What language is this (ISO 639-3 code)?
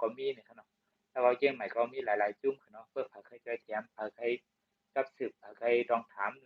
shn